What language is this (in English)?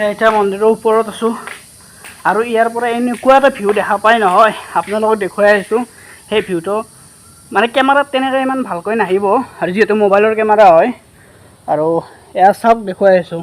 Assamese